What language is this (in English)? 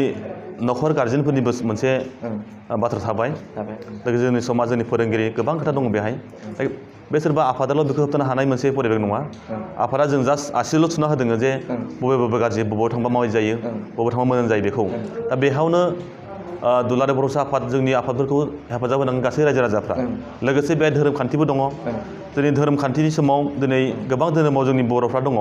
Bodo